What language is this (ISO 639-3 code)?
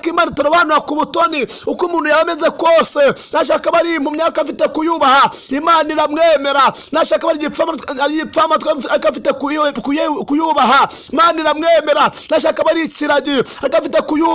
kin